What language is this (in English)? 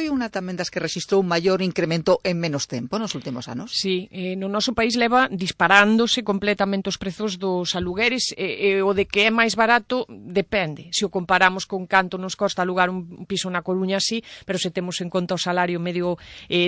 Galician